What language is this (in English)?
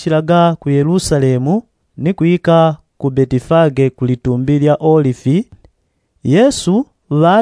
Yao